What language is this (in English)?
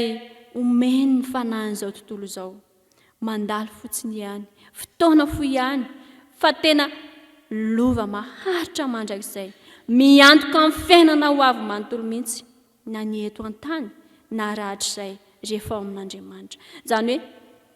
Malagasy